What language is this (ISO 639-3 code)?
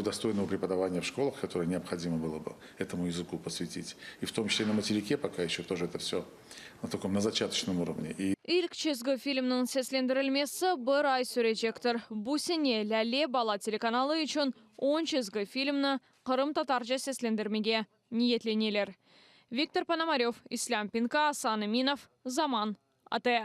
crh